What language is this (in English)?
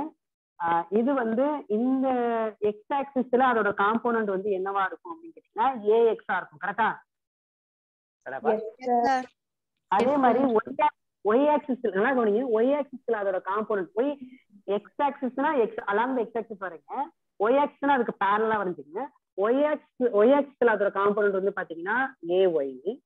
Tamil